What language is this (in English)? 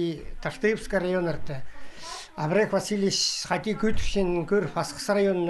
Khakas